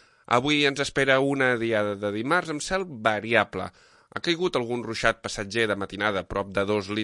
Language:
Catalan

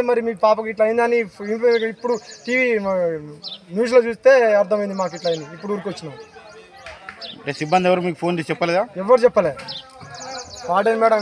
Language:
Telugu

